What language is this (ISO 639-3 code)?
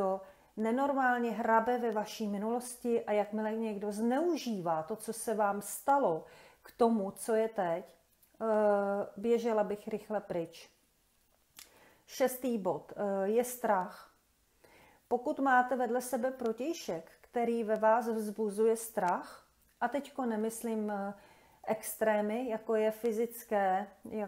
ces